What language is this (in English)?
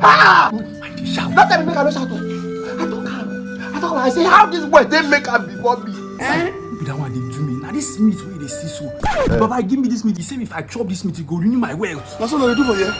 Nigerian Pidgin